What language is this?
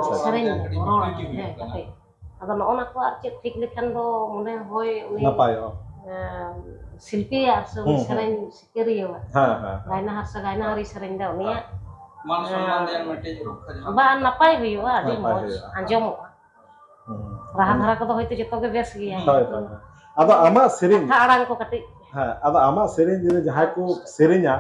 Santali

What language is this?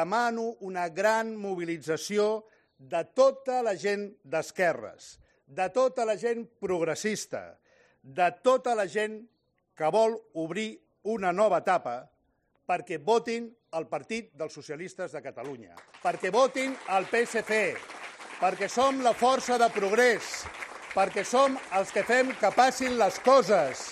Catalan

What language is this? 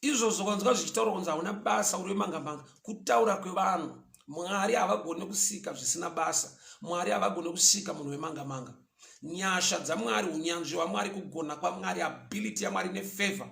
Shona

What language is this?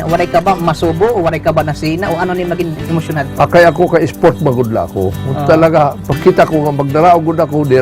Waray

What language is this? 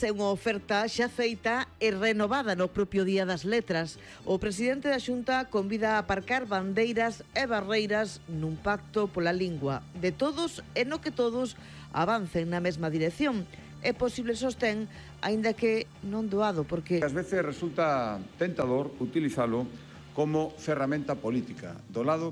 Galician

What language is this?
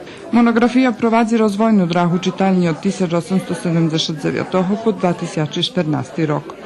Rusyn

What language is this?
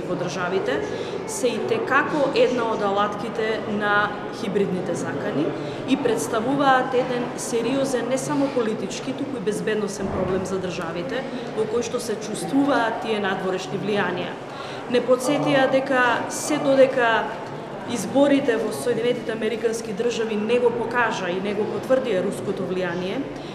Macedonian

